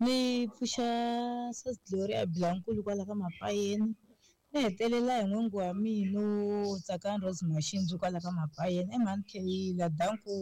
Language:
Tsonga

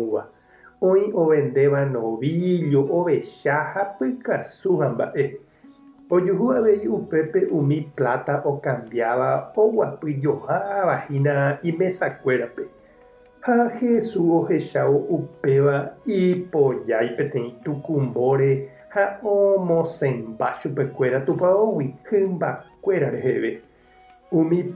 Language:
Guarani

